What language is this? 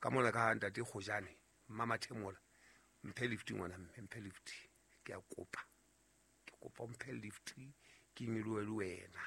Southern Sotho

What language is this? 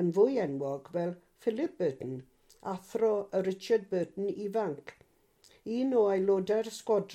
Welsh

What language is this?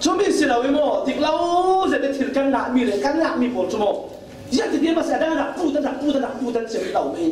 Falam Chin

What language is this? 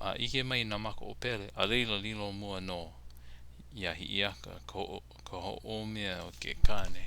Hawaiian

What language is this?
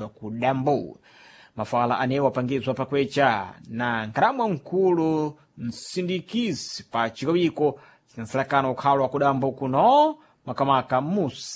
Sena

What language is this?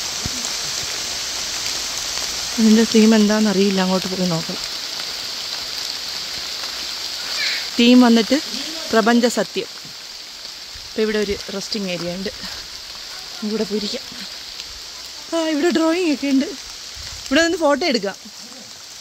Malayalam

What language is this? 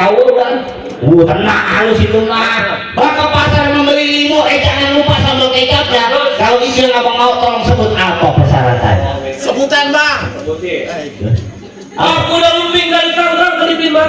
Betawi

